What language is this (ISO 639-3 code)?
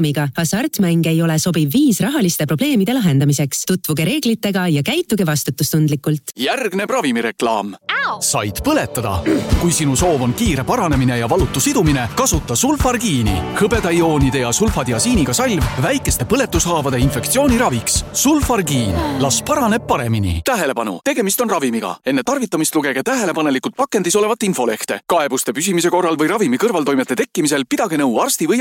est